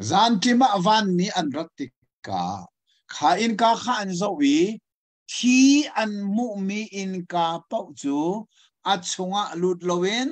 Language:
Hakha Chin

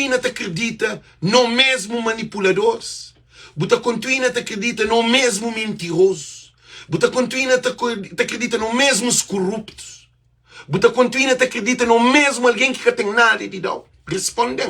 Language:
Kabuverdianu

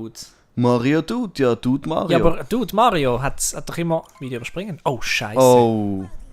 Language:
Swiss German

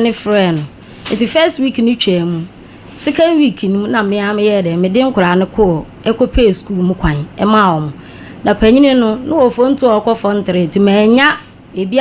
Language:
Akan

